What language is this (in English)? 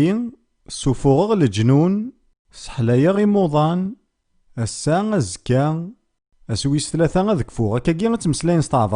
Kabyle